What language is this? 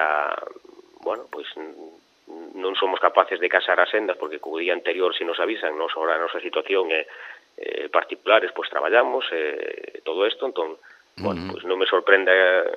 Galician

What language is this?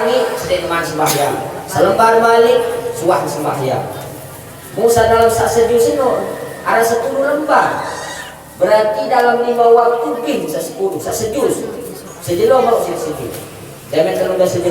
Sasak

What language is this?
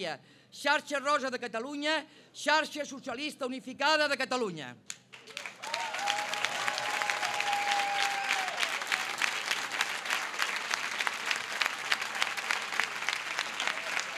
Catalan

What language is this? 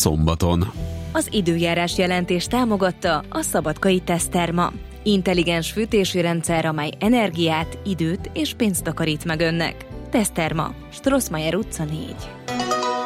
Hungarian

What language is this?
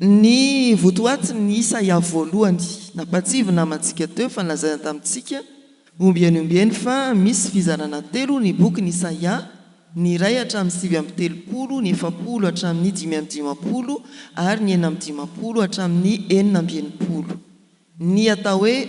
Malagasy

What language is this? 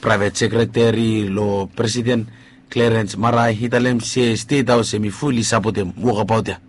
Bislama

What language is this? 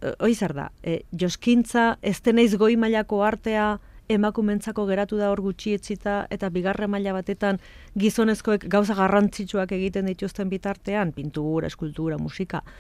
Basque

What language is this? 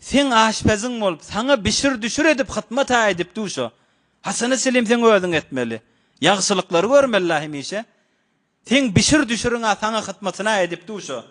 Turkmen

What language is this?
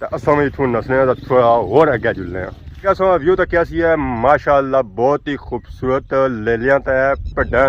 Pahari-Potwari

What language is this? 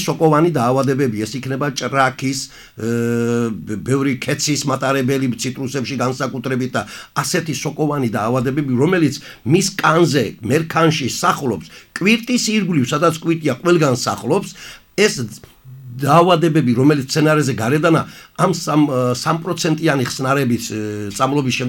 Georgian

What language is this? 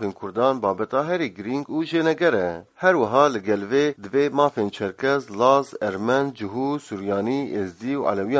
Kurdish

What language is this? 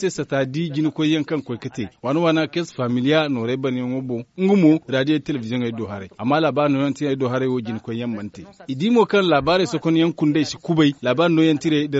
Zarma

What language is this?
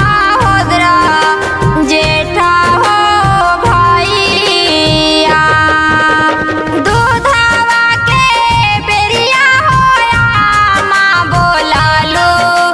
Bhojpuri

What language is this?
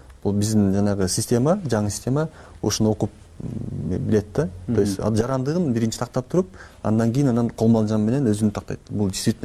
Kyrgyz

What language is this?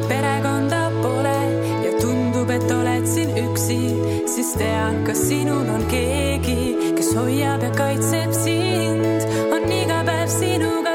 Estonian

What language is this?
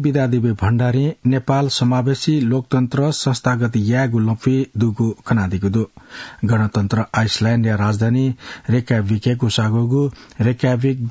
Newari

